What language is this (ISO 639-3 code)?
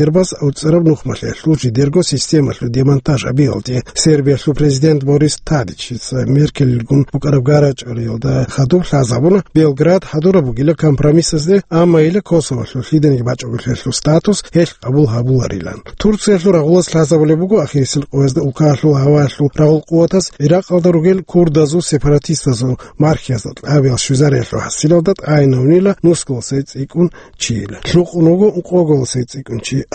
ava